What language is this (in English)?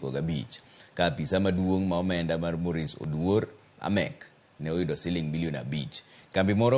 Luo (Kenya and Tanzania)